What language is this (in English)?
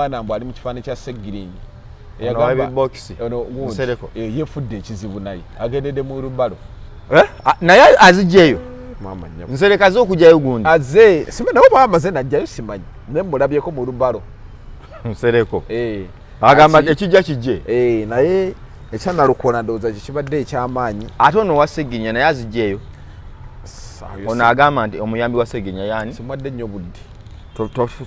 Ganda